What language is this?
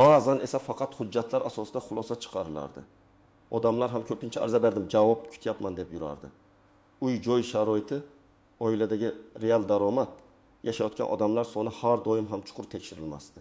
Uzbek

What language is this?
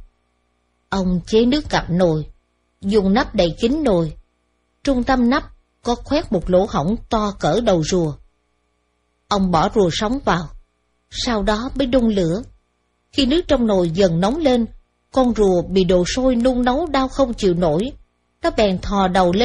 Vietnamese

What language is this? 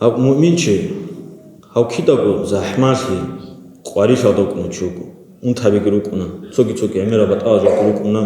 Avaric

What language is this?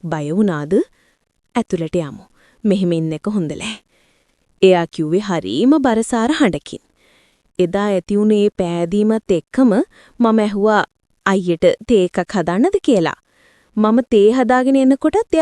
Sinhala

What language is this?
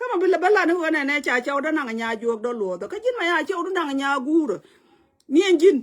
Nuer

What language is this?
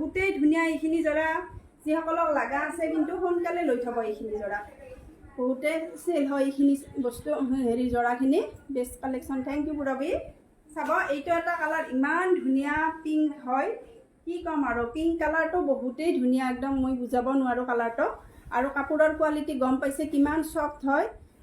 Assamese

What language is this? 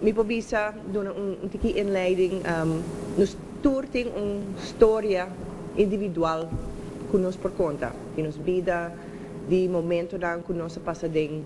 Papiamento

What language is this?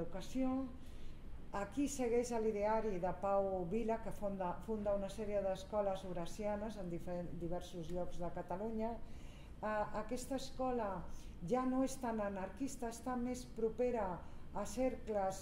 Catalan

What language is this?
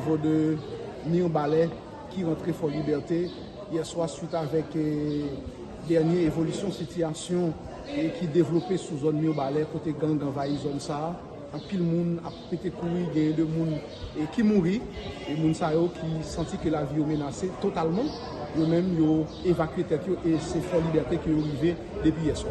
Haitian Creole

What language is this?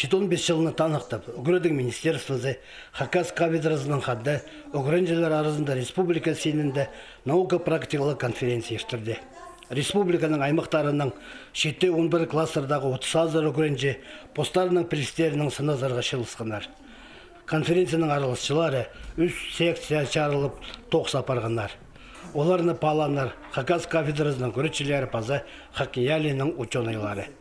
Khakas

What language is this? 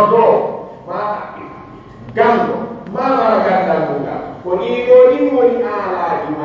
Pular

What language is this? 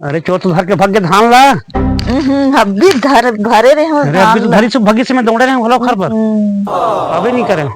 Chhattisgarhi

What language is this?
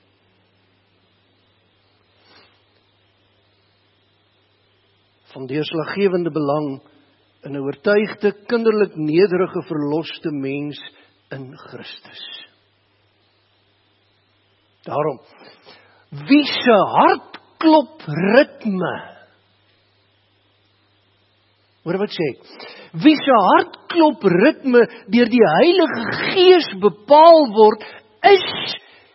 Afrikaans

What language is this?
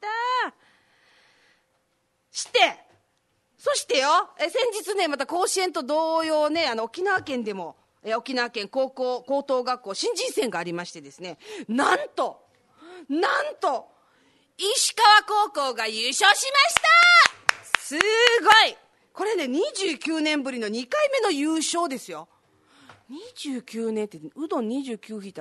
Japanese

